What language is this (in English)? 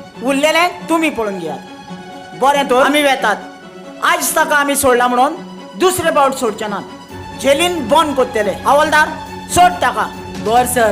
Konkani